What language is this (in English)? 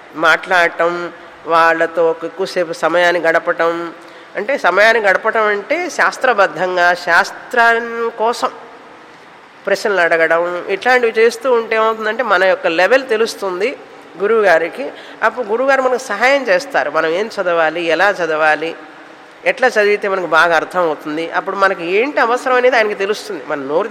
Telugu